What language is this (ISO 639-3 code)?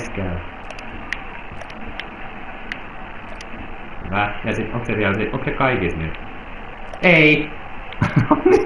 fin